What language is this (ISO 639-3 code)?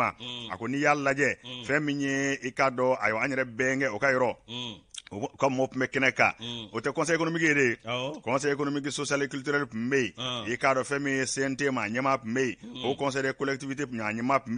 bam